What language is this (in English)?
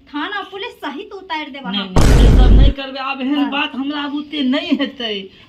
Maithili